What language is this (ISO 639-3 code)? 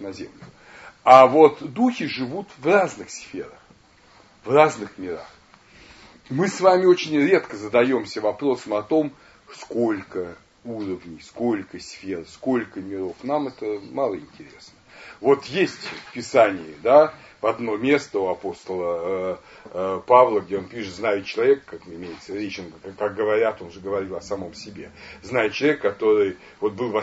rus